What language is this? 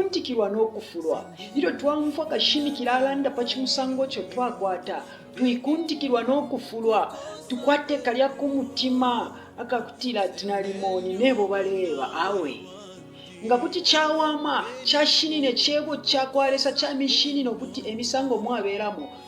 Bemba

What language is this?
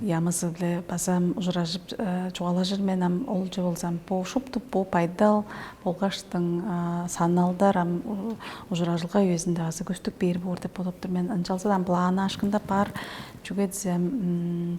Tuvinian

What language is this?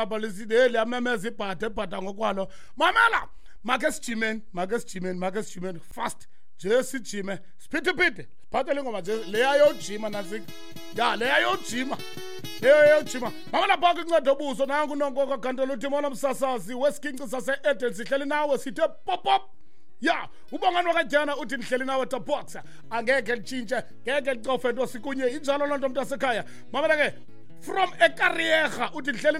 Xhosa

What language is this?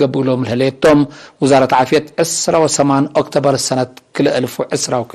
Tigre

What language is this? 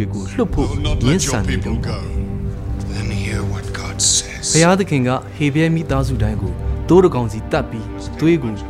Burmese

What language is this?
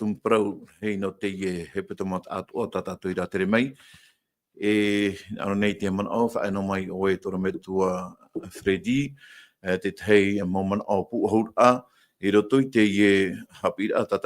Tahitian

